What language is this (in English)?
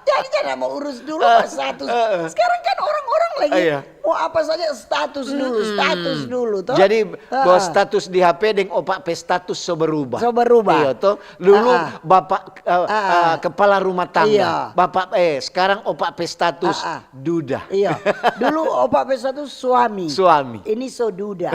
Manado Malay